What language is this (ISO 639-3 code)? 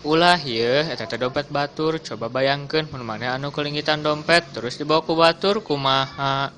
sun